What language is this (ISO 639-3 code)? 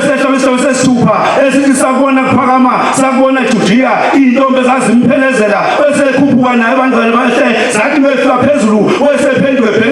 zul